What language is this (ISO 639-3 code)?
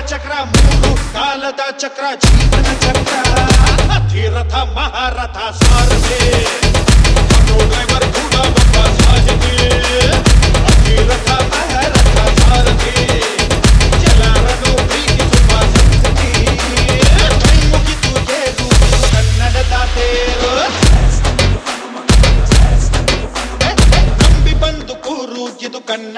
kan